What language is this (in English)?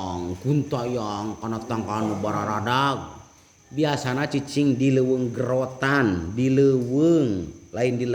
Sundanese